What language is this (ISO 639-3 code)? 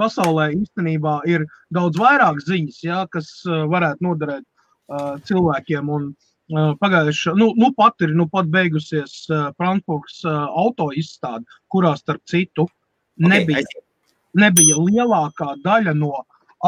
lav